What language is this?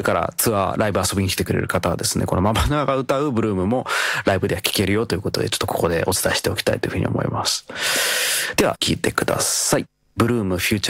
Japanese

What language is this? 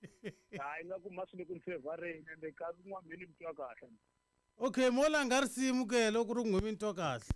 Tsonga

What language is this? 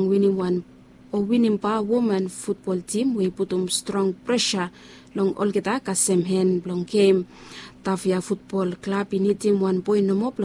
Bislama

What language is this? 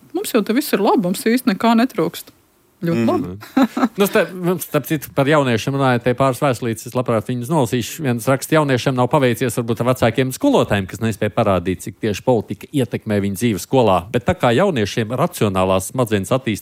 Latvian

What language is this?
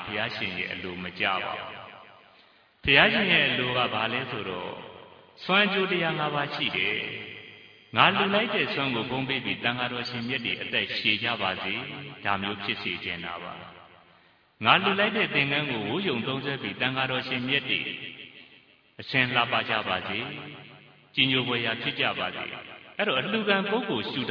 Burmese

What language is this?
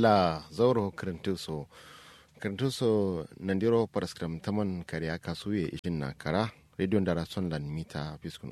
Kanuri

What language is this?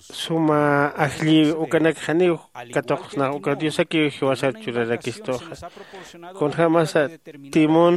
Aymara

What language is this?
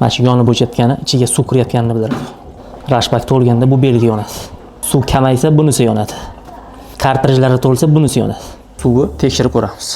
Uzbek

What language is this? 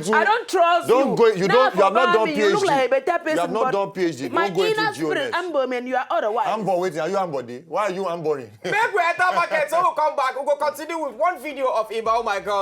Nigerian Pidgin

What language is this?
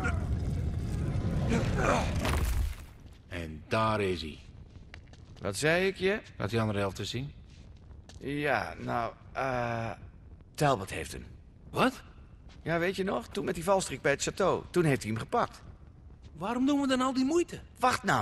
Dutch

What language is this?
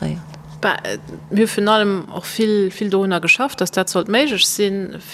Luxembourgish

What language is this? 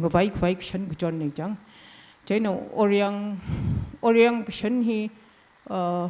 Tangkhul Naga (India)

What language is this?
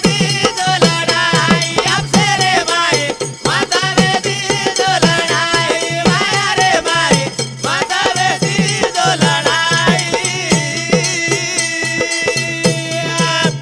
Lambadi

